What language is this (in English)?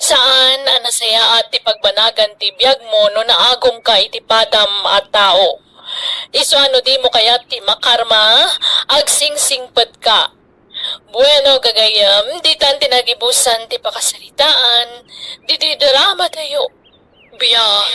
Iloko